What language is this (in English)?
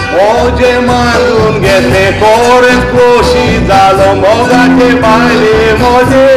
Konkani